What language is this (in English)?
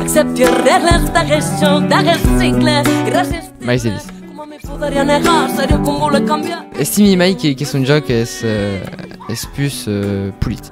Occitan